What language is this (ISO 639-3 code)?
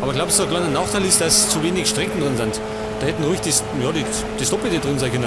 bar